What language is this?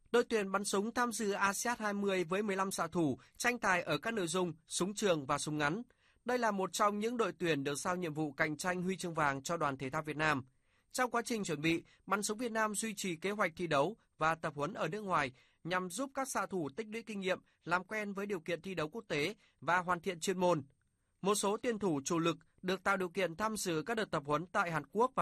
Vietnamese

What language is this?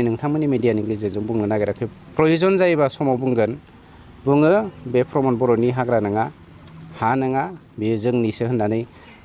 Bodo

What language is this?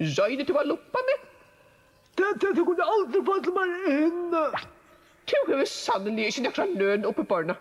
Faroese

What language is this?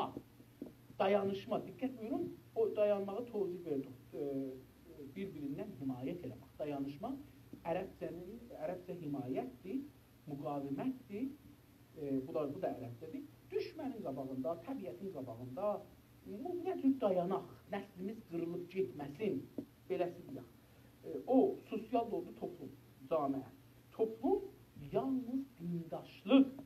South Azerbaijani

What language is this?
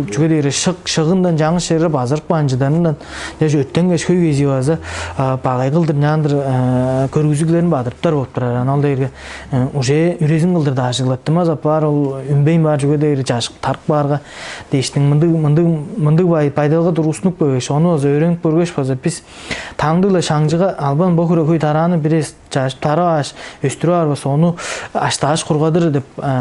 Tuvinian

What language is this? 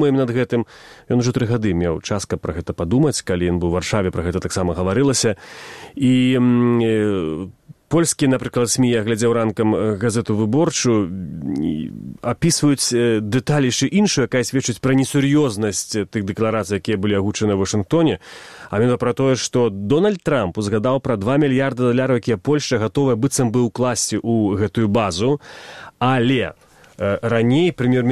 Belarusian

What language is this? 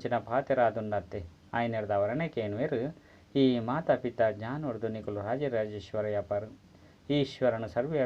Tulu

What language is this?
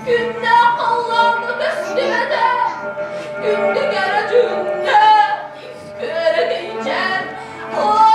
Yakut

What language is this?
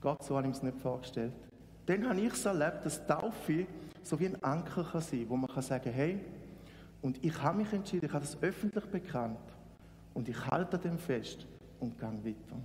Swiss German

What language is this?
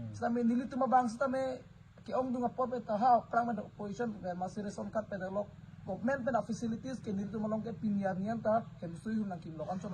Karbi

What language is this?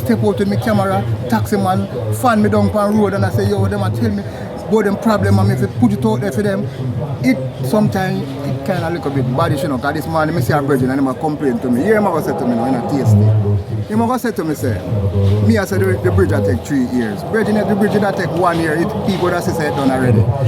Jamaican Creole English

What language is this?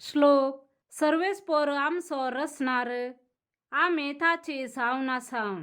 Konkani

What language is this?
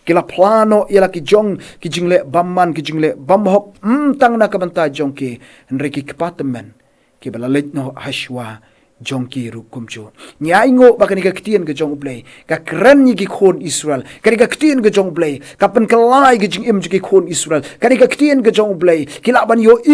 Khasi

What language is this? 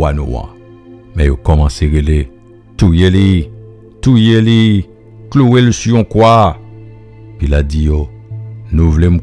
Haitian Creole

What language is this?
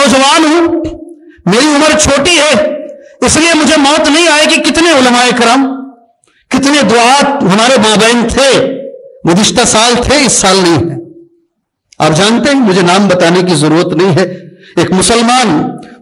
Urdu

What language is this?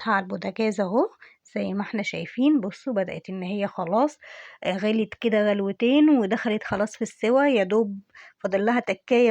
Egyptian Arabic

